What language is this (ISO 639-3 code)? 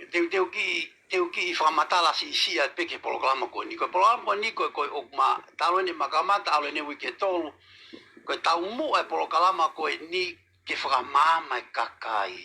ton